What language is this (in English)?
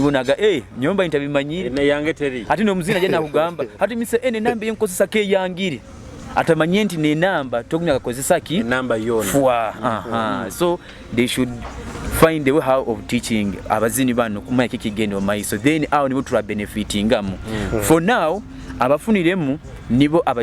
Nyoro